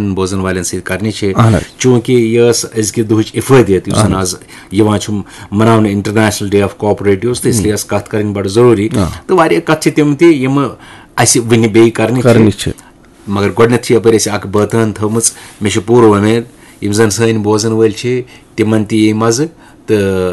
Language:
Kashmiri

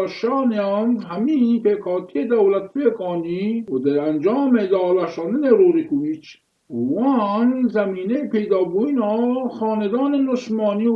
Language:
Kurdish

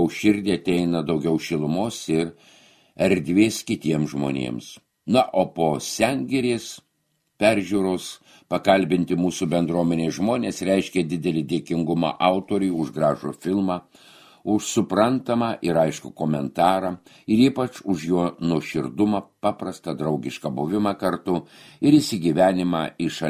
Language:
Lithuanian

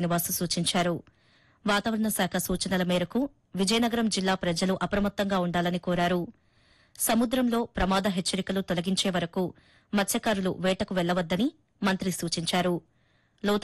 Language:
Telugu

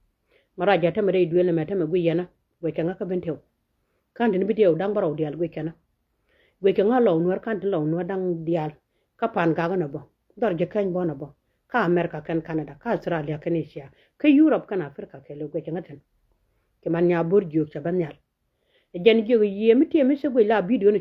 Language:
Nuer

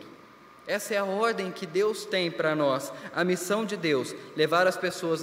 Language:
Portuguese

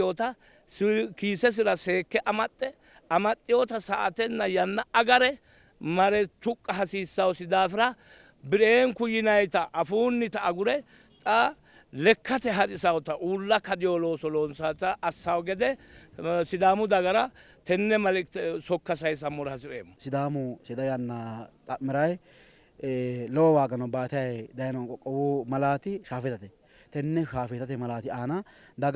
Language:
Sidamo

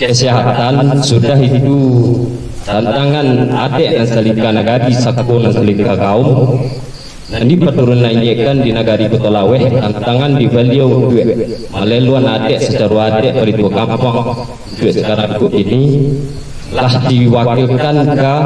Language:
Minangkabau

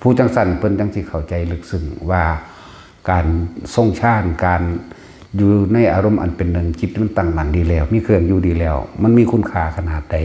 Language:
Northeastern Thai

